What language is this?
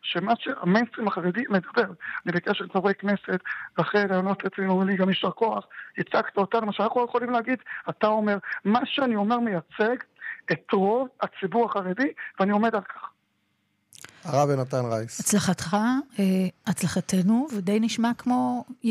Hebrew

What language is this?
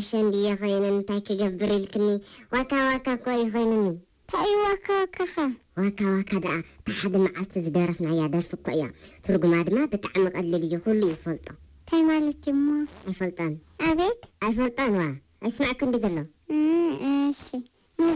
Tigrinya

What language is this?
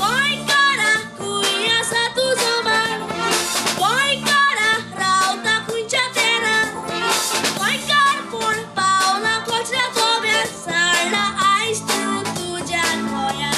Konkani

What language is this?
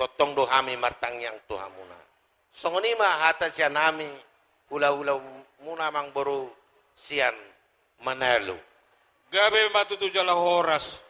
Batak Toba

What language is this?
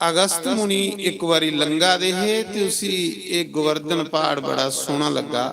Dogri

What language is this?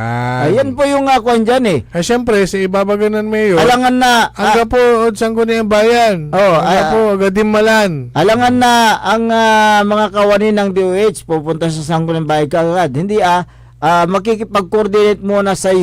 Pangasinan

